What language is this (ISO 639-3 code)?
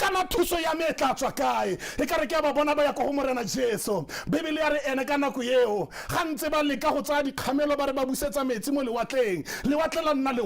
tsn